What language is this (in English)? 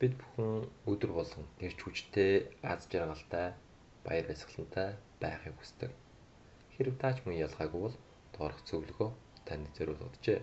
Mongolian